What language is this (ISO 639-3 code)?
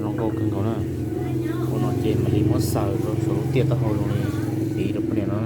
hmn